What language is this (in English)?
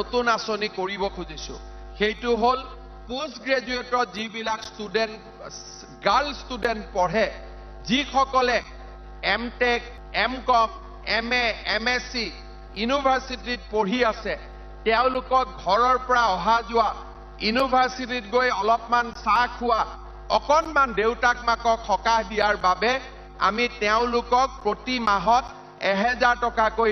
Assamese